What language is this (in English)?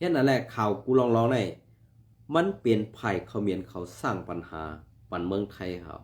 Shan